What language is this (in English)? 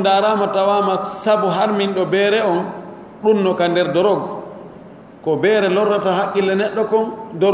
Pular